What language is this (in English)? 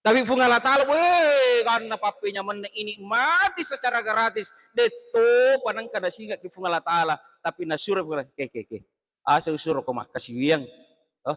Buginese